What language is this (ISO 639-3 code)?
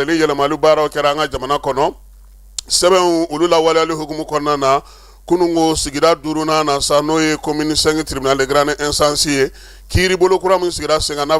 bam